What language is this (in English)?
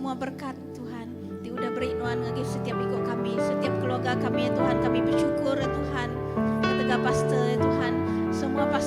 Iban